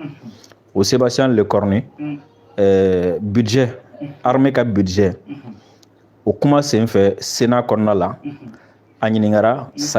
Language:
Bambara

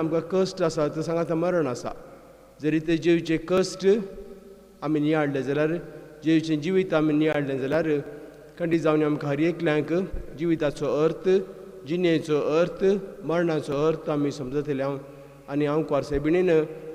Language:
Konkani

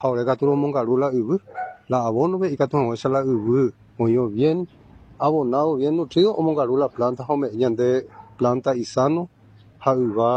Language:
Guarani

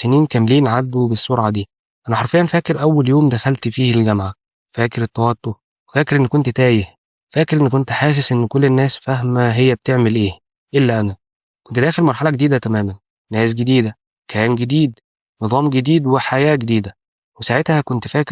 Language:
Egyptian Arabic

